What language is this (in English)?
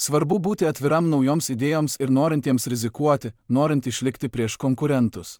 Lithuanian